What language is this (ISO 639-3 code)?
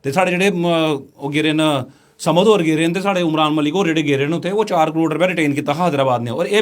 doi